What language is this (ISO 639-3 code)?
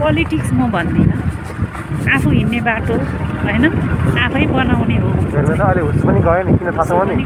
nep